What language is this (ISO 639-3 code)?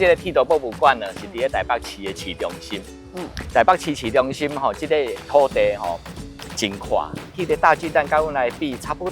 nan